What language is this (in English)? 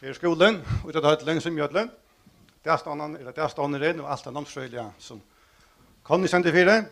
Faroese